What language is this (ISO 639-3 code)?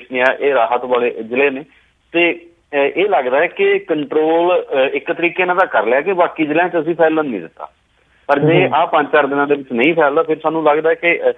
pan